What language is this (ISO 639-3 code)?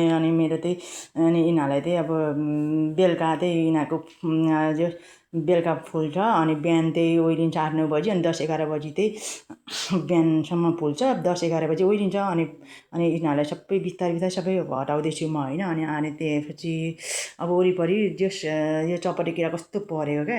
nep